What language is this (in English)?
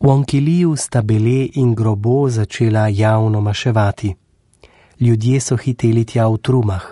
Slovenian